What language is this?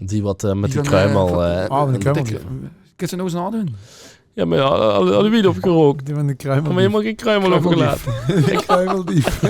Limburgish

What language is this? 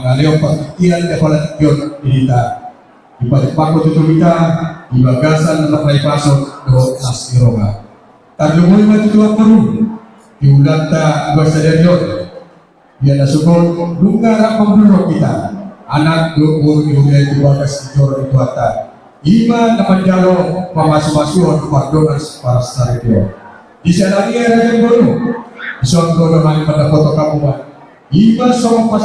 Batak Toba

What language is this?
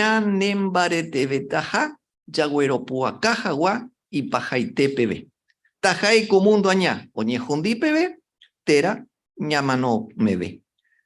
Guarani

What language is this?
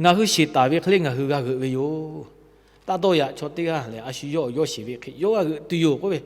Lahu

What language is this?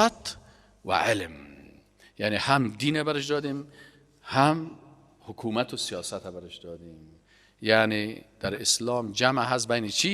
Persian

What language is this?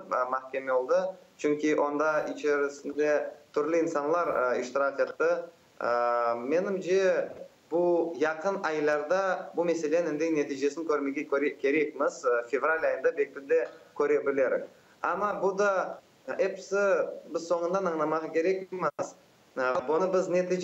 Crimean Tatar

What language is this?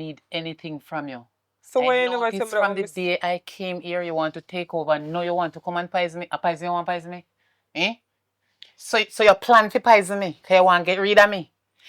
Jamaican Creole English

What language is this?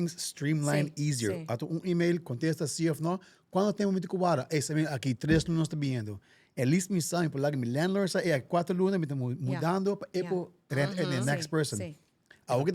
Papiamento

